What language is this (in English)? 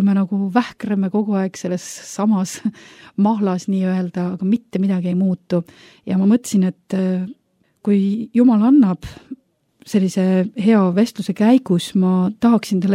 Estonian